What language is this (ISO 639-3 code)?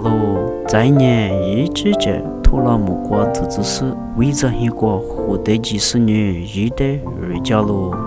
lis